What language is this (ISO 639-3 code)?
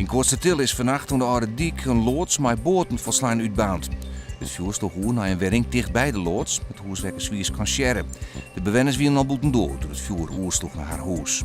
fry